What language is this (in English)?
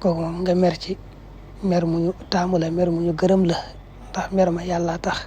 Wolof